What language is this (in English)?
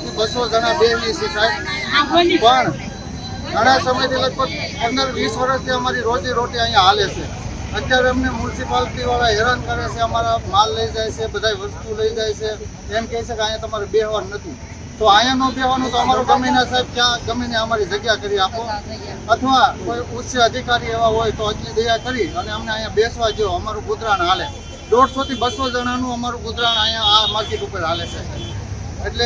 Gujarati